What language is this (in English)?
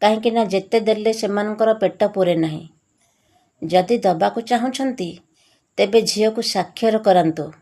Odia